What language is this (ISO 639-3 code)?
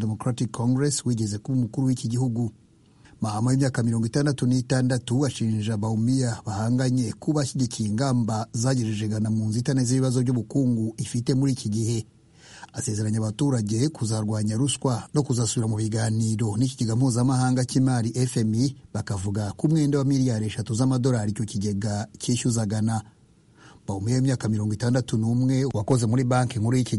kin